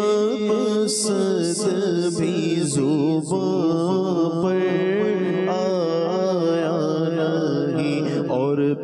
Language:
Urdu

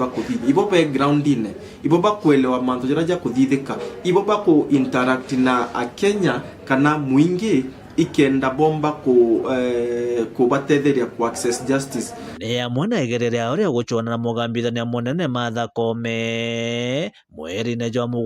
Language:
Meru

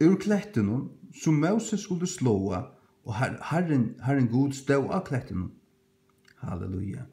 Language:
Faroese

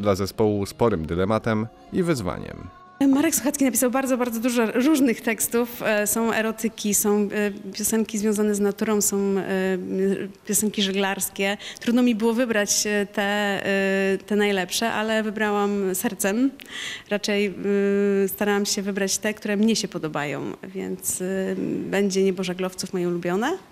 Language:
Polish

